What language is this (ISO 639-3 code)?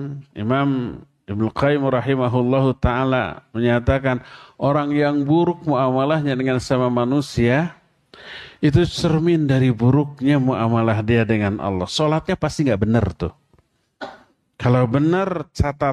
ind